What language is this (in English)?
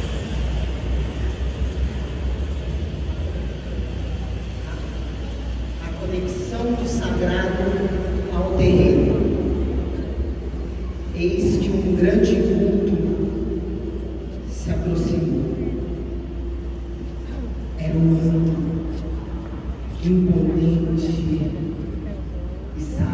Portuguese